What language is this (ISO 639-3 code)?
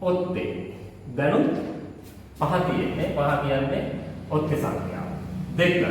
sin